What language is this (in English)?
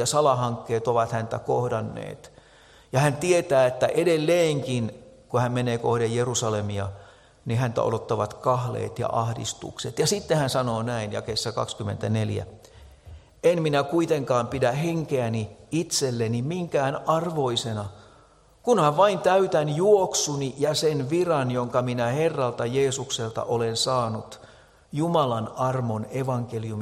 Finnish